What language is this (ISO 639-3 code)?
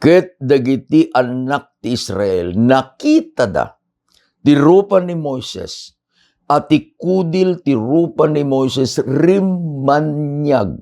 ilo